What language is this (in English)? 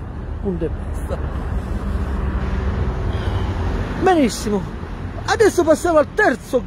Italian